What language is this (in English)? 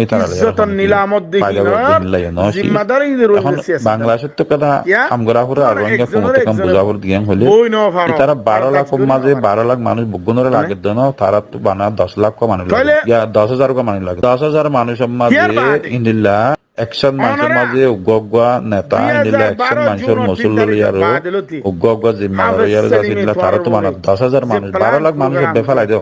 Rohingya